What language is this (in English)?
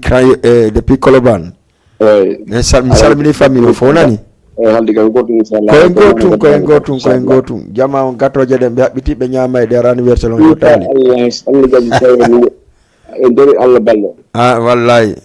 Fula